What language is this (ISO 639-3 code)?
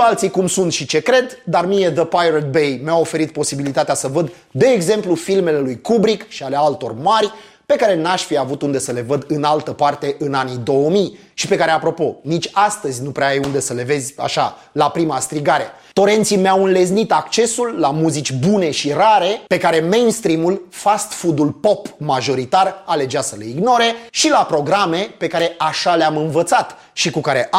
ron